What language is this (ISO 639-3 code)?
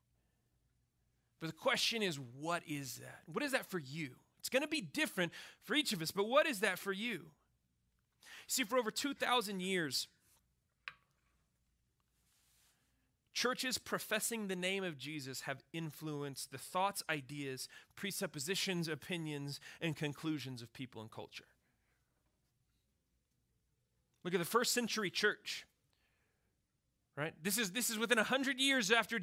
eng